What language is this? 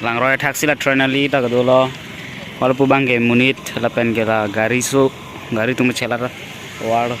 Karbi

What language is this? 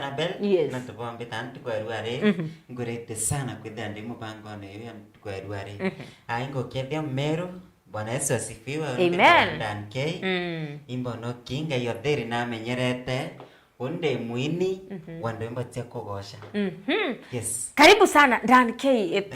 Meru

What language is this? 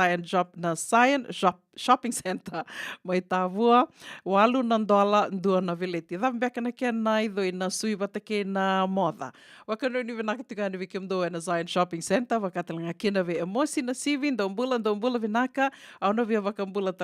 Fijian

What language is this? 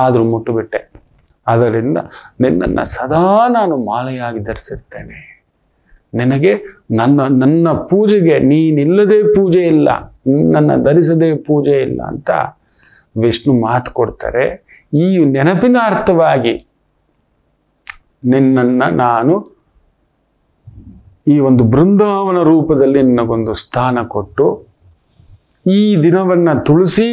Kannada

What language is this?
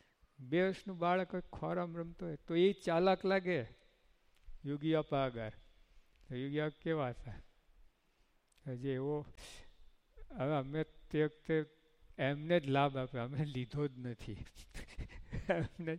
Gujarati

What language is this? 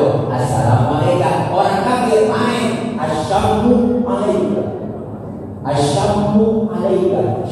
Betawi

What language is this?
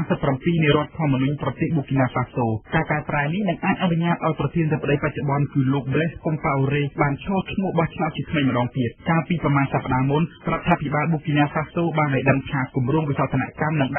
Khmer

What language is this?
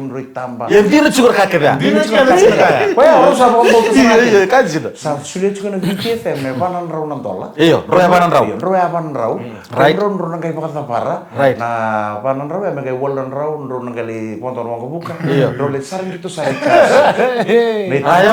Fijian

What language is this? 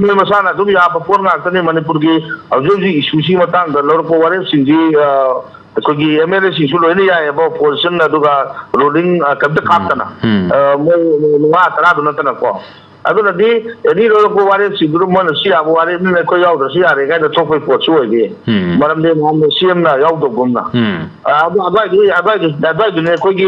Manipuri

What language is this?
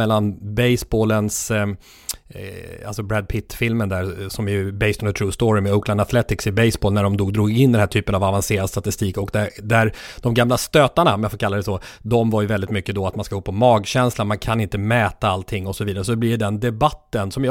Swedish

